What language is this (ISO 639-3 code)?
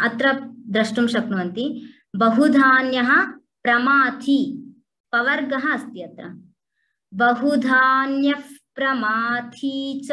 san